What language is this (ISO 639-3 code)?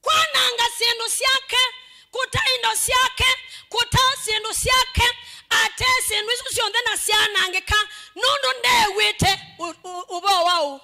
kam